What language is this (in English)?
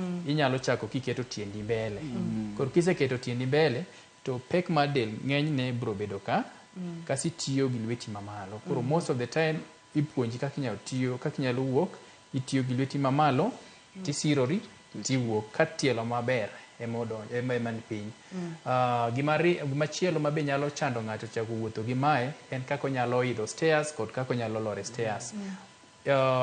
Luo (Kenya and Tanzania)